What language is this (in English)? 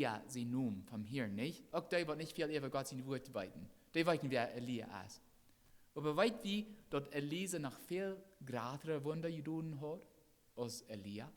Plautdietsch